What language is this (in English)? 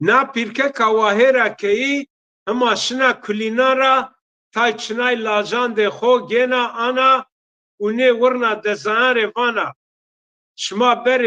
Zaza